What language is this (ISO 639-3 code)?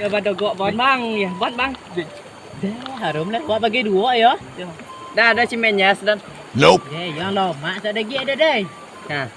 min